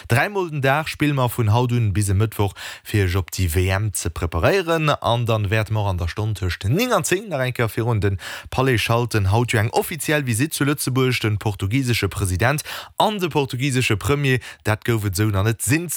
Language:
Luxembourgish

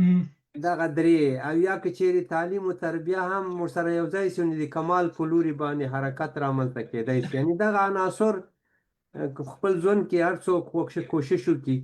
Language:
Pashto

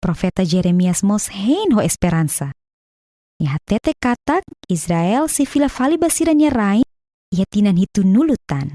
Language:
Tetum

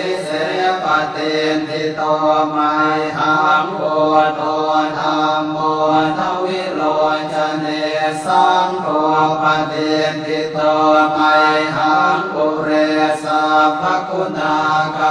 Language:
Pali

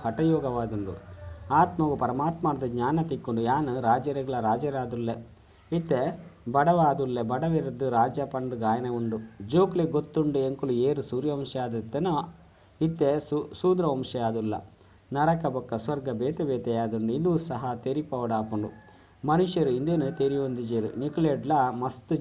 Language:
Tulu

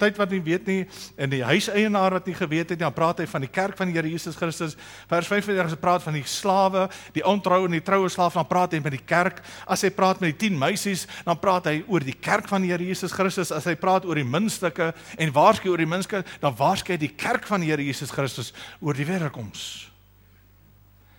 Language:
Afrikaans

